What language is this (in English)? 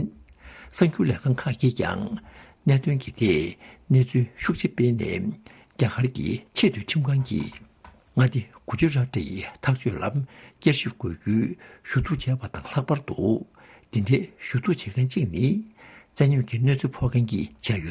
Tibetan